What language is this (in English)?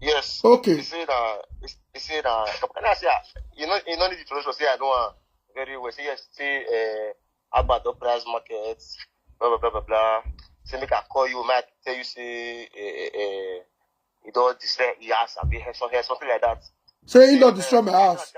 Nigerian Pidgin